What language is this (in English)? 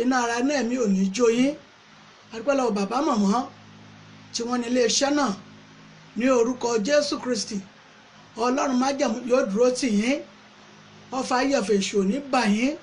Yoruba